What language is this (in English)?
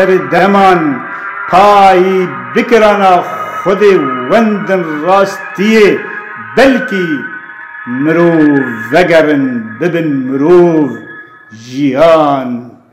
Kurdish